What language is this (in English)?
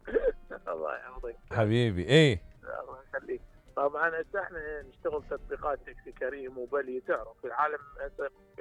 Mesopotamian Arabic